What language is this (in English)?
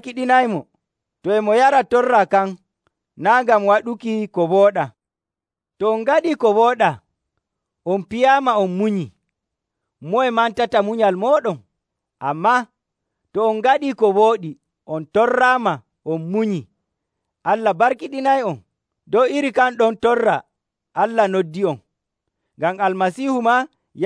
Nigerian Fulfulde